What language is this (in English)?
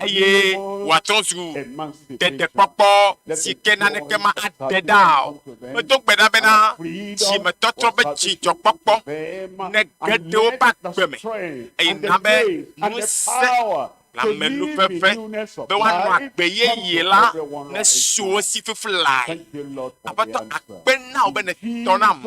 Ewe